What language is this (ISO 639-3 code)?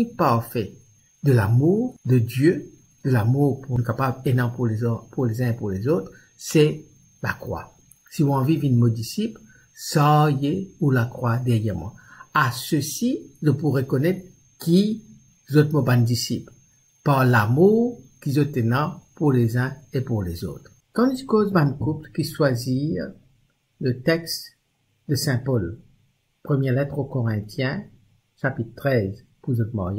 mfe